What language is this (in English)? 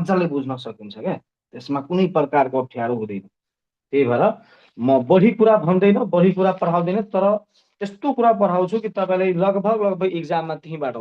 Nepali